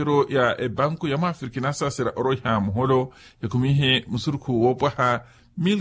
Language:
Makhuwa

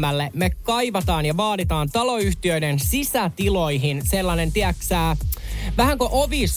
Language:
Finnish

